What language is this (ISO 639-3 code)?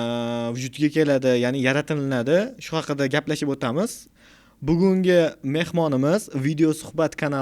uzb